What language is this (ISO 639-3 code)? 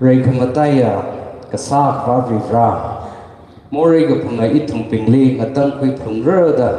nmf